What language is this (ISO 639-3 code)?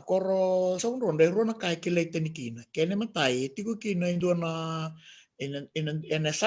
fij